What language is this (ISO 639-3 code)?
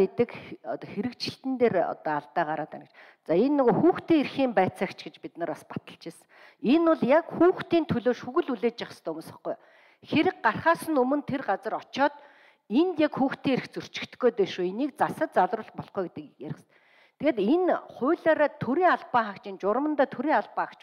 mon